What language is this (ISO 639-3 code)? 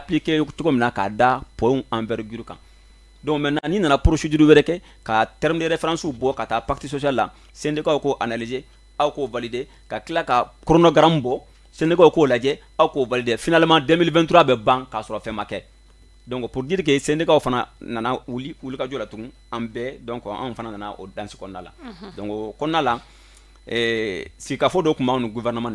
bam